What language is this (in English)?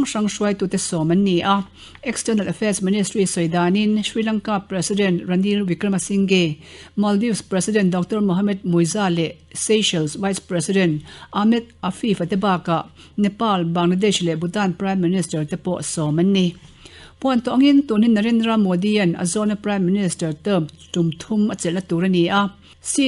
Mizo